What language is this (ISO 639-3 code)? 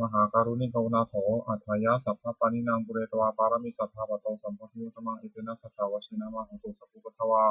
pli